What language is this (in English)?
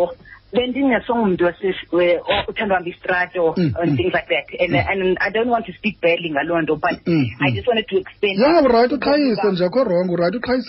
Xhosa